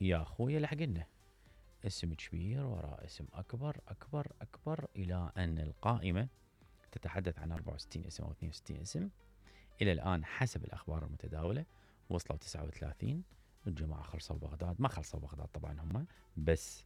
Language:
Mesopotamian Arabic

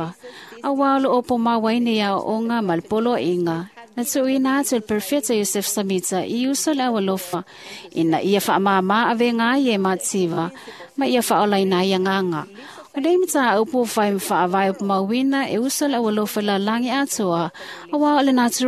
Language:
Samoan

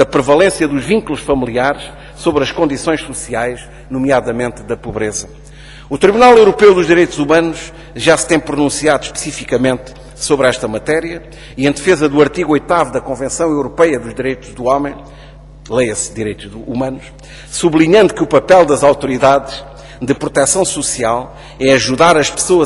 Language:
Portuguese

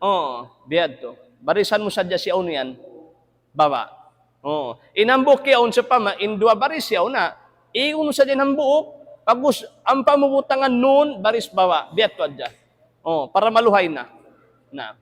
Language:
Tausug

